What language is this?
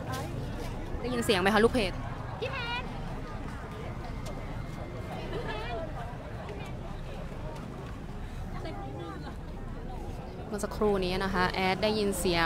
Thai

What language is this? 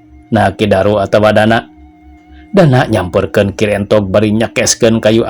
Sundanese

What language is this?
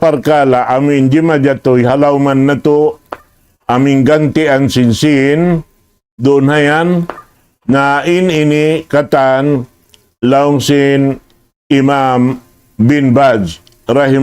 Tausug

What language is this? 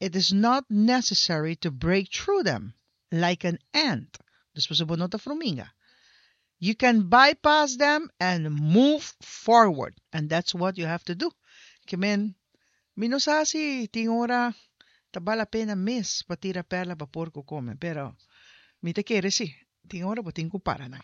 Papiamento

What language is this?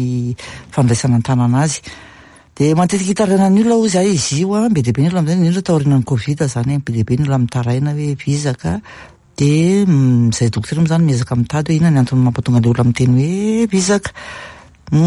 Malagasy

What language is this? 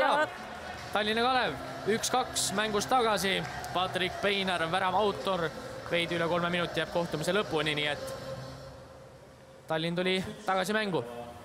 Estonian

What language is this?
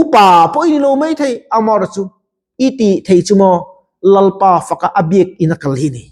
Mizo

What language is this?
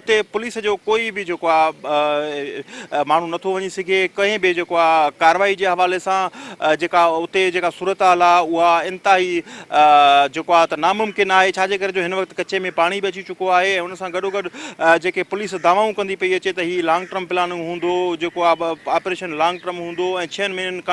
Sindhi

